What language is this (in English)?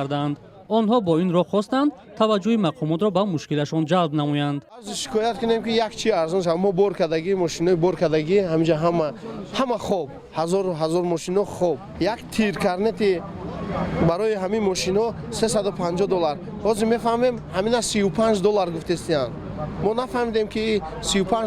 Tajik